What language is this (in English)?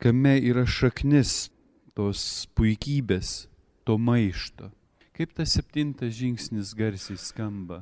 Lithuanian